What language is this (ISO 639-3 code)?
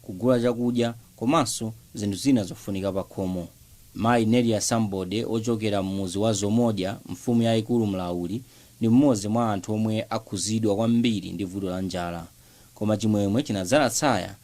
nya